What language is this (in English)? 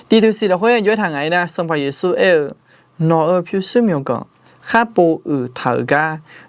Akha